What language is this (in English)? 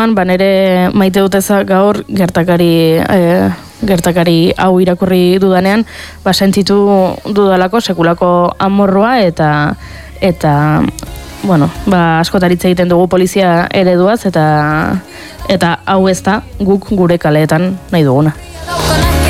Basque